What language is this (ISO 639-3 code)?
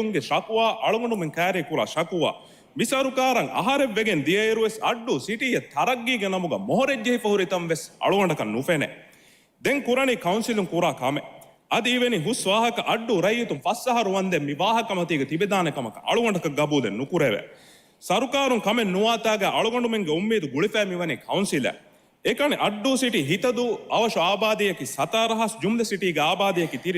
div